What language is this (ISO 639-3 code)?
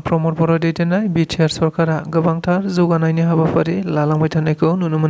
brx